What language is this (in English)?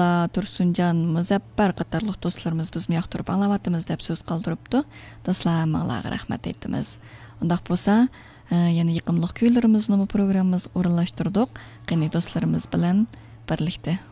Uyghur